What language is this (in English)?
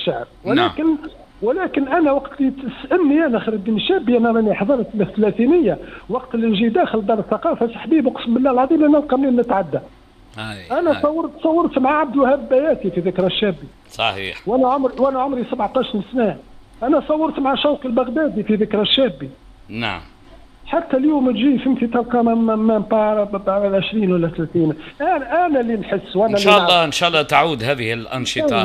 Tunisian Arabic